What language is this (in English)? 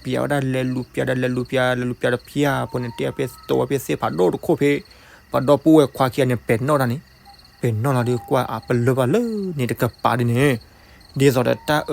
S'gaw Karen